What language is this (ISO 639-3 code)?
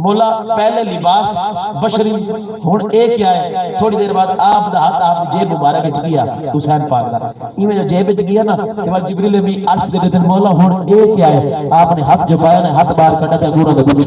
skr